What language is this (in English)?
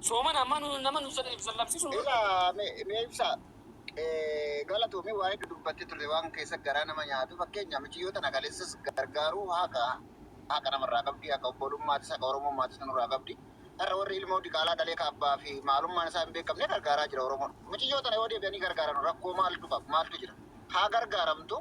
Oromo